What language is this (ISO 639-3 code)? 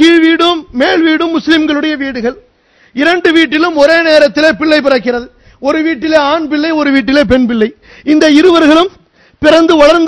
tam